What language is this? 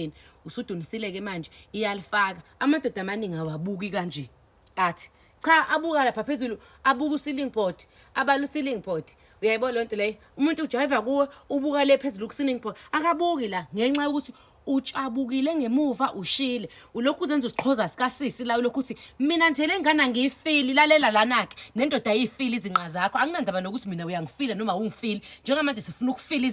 Zulu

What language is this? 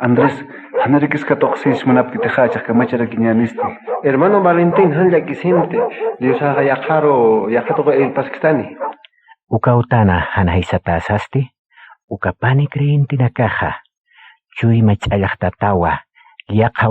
Aymara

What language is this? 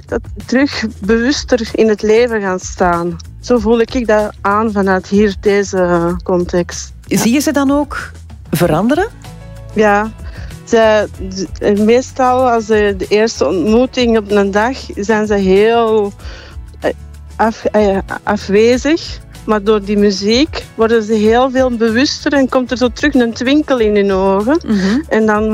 Dutch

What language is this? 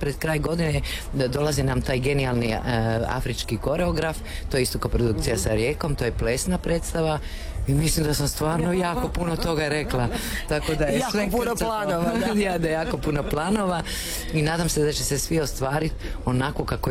Croatian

